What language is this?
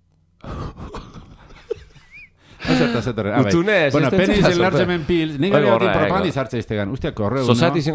Basque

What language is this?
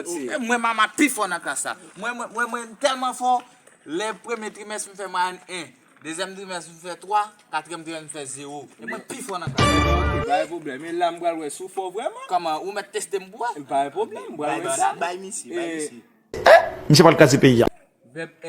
Haitian Creole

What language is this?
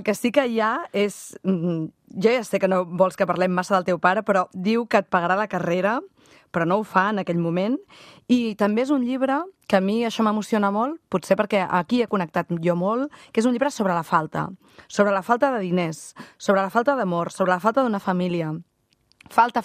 Catalan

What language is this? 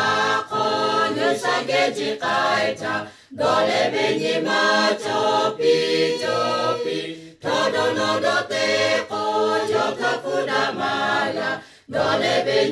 Lahu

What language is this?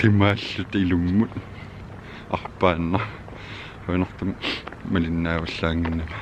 Kalaallisut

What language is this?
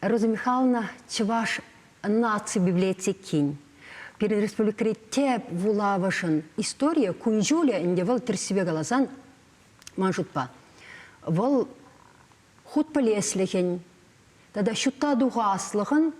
Chuvash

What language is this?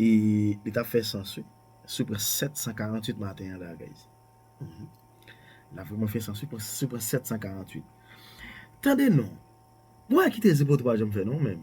Haitian Creole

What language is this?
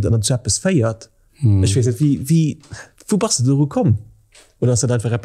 Luxembourgish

